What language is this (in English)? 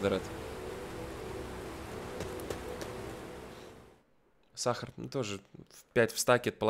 Russian